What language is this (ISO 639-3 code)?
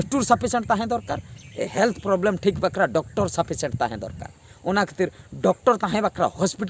sat